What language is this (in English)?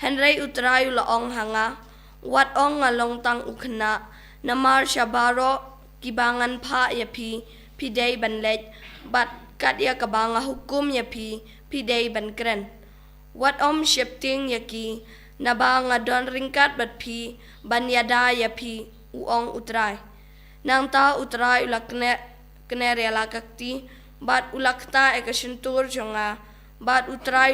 Khasi